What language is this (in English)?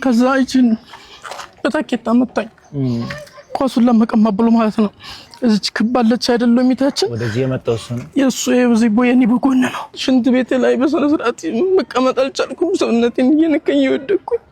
Amharic